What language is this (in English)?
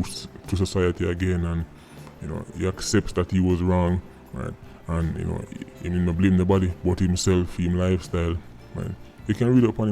Jamaican Creole English